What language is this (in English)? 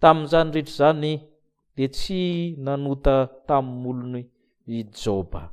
Malagasy